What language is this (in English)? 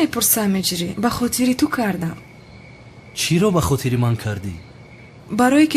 Tajik